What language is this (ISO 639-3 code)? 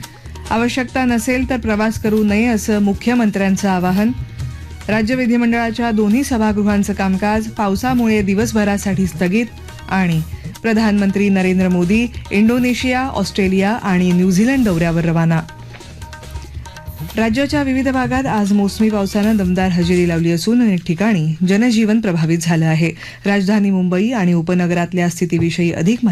mar